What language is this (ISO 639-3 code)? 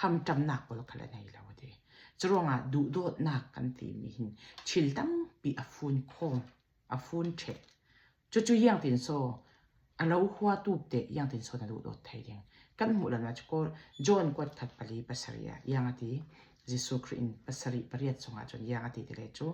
cfm